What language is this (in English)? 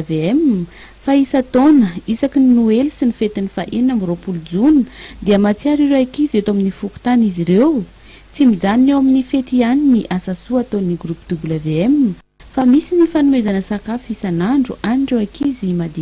Malagasy